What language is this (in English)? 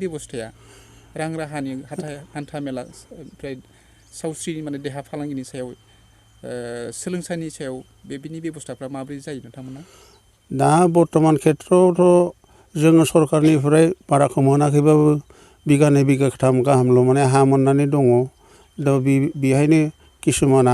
Bodo